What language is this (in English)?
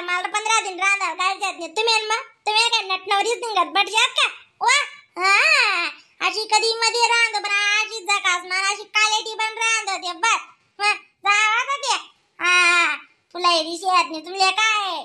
Khandesi